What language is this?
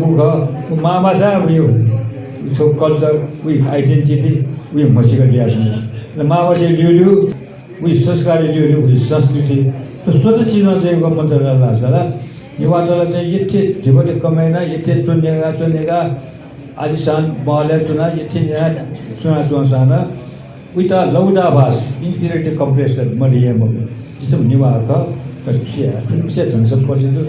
Newari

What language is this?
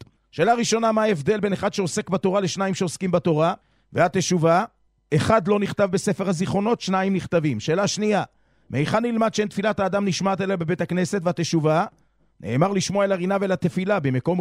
Hebrew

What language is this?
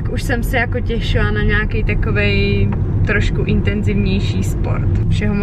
Czech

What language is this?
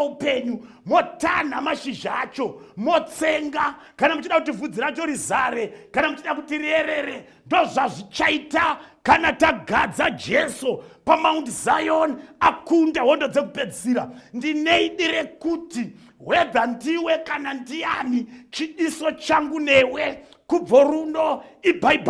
Shona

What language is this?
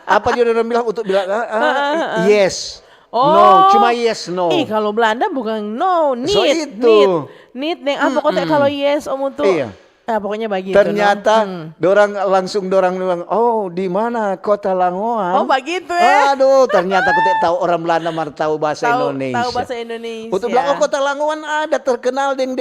Manado Malay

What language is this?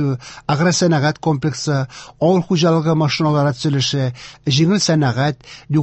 Tatar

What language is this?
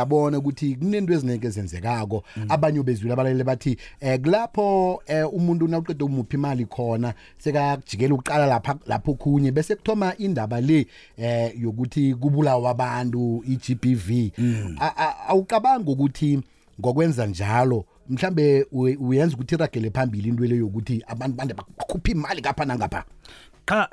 South Ndebele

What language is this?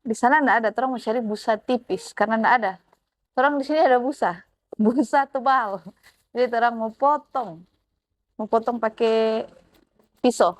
Manado Malay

